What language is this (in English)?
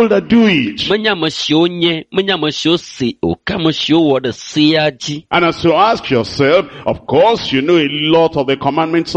Ewe